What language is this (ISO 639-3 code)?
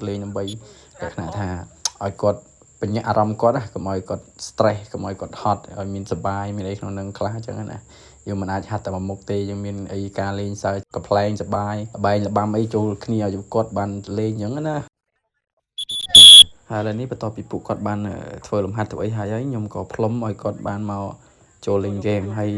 khm